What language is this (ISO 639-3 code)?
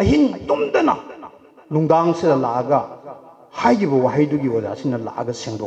mni